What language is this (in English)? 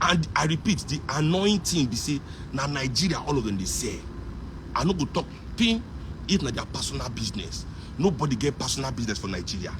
Nigerian Pidgin